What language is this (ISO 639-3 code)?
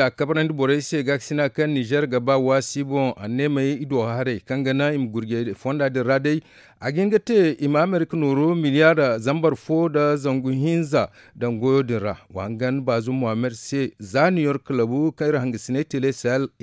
dje